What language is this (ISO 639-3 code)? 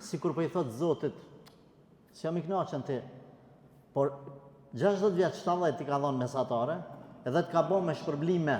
sqi